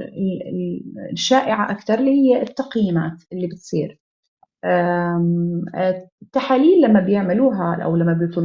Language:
Egyptian Arabic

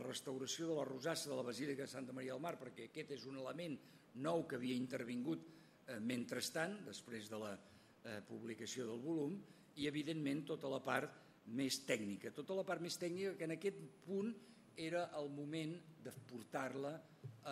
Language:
Catalan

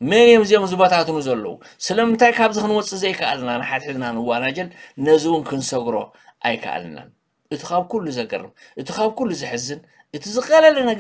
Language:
Tigrinya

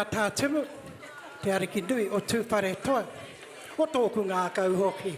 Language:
Māori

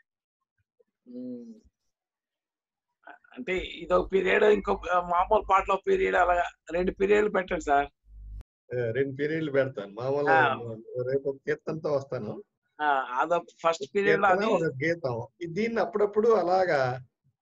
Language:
Telugu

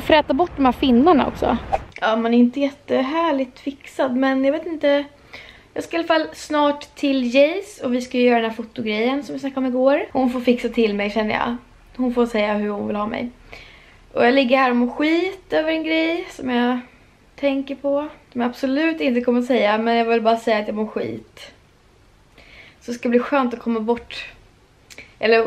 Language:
Swedish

